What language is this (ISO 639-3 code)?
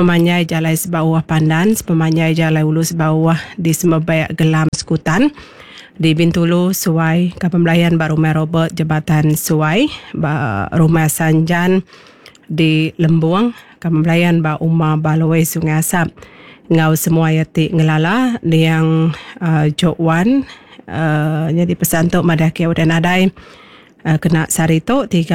iba